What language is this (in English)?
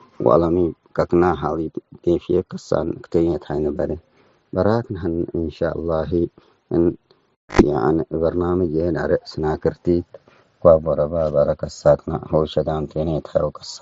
Tigre